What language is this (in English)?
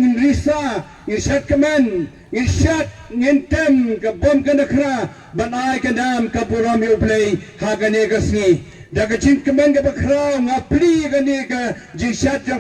Khasi